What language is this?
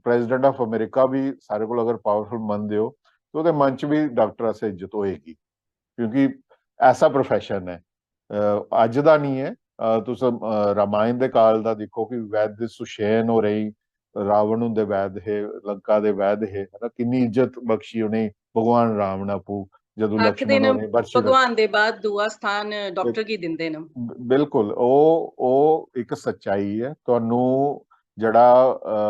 Dogri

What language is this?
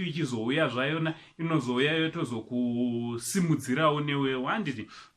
Shona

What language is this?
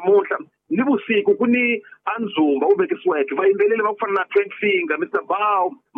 Tsonga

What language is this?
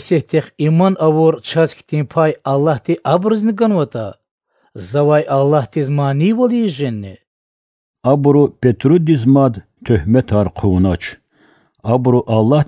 Lezghian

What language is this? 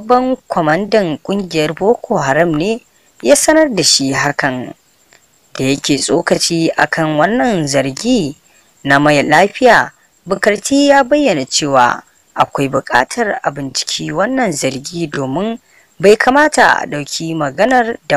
Hausa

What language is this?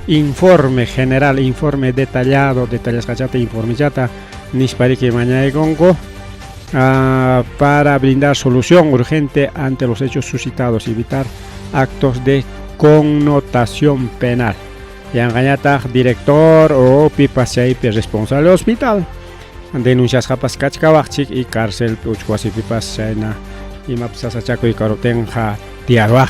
Ayacucho Quechua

